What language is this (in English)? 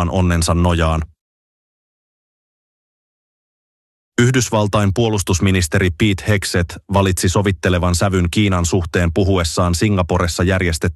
Finnish